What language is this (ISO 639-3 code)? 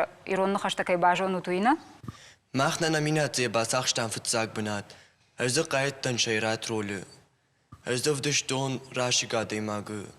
oss